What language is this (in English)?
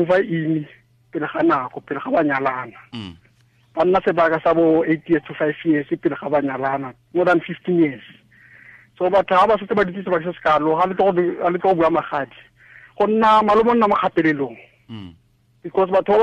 Tswana